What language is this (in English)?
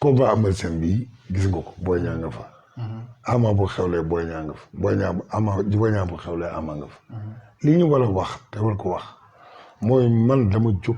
Wolof